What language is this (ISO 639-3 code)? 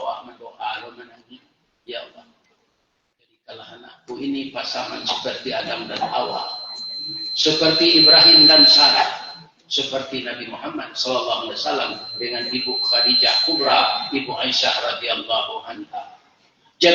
min